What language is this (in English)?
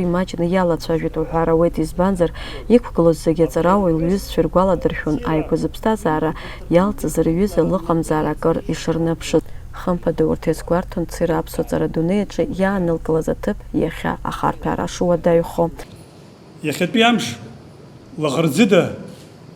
Abkhazian